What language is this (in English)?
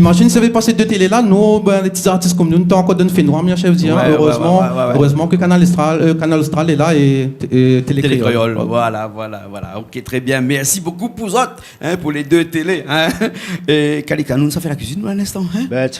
Réunion Creole French